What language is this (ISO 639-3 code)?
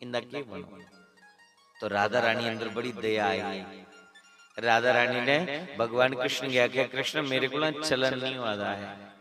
doi